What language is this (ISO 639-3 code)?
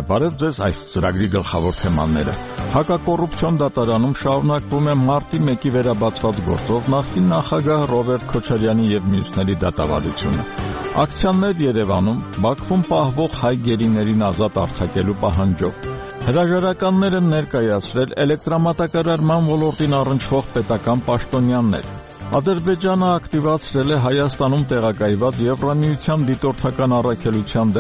hye